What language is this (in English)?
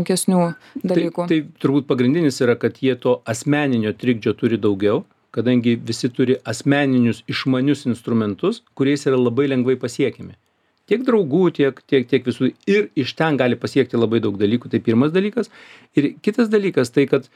Lithuanian